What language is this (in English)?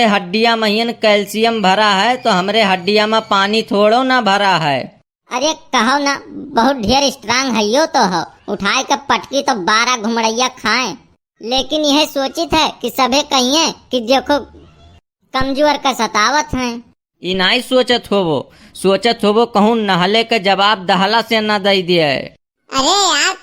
Awadhi